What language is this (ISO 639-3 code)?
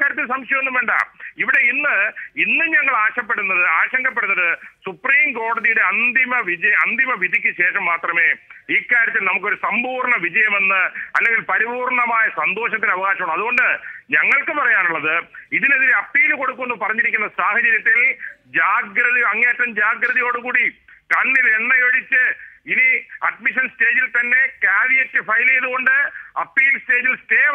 mal